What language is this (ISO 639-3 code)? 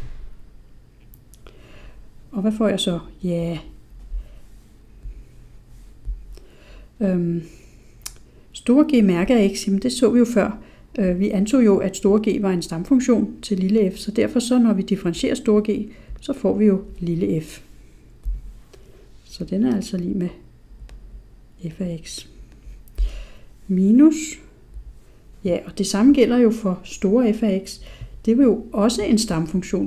dan